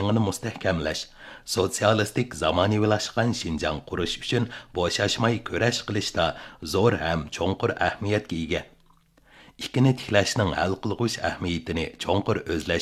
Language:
Uyghur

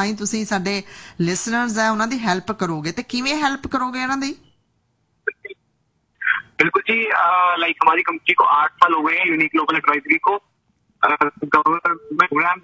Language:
Punjabi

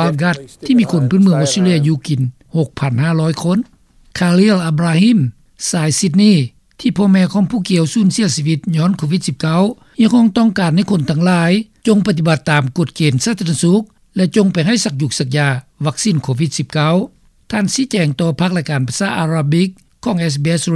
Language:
Lao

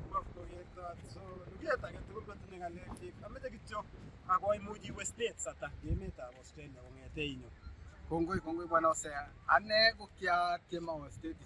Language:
Kalenjin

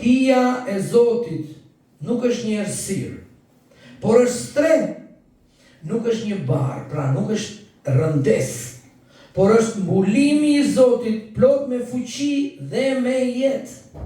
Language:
Albanian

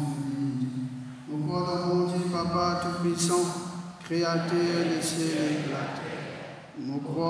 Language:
Morisyen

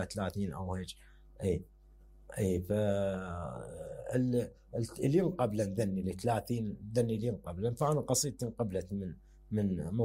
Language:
Mesopotamian Arabic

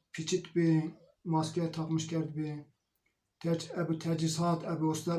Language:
Zaza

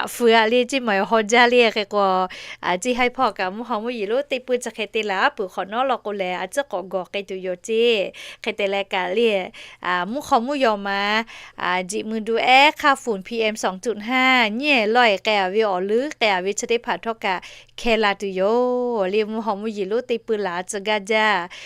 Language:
Lahu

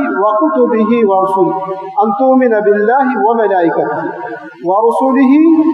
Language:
Divehi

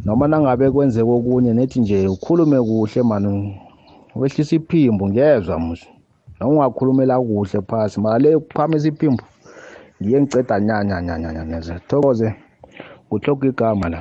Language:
South Ndebele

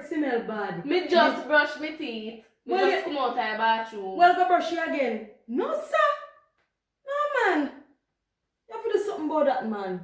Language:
Jamaican Creole English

